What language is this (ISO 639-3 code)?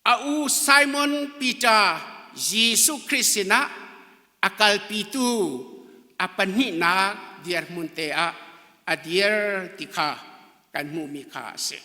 cnh